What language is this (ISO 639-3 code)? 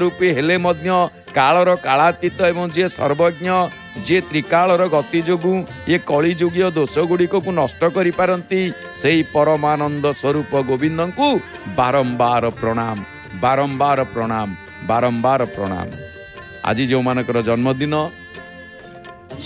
ori